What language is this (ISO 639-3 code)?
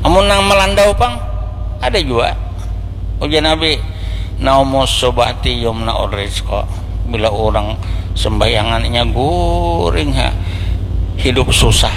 bjn